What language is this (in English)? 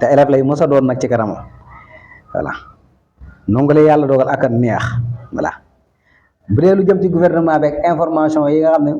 Wolof